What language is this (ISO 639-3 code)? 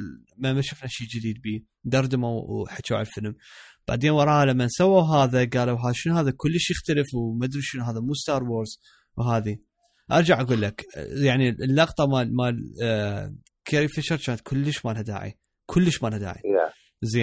acm